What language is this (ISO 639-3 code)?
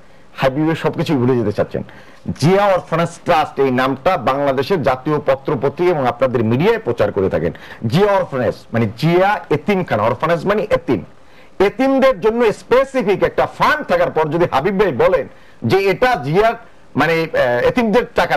ben